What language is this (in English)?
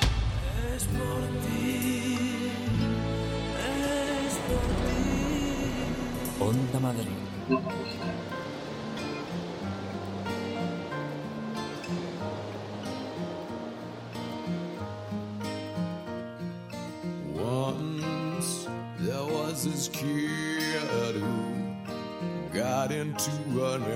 Spanish